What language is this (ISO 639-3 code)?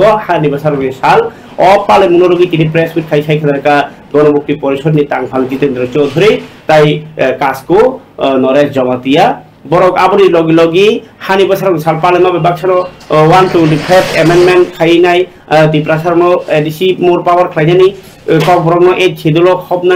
trp